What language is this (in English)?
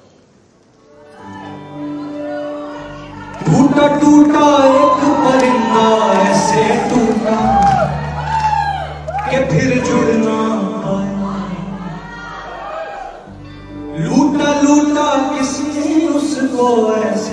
Hindi